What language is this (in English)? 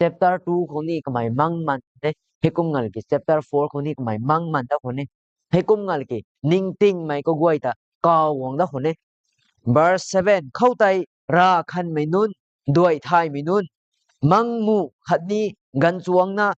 Rongmei Naga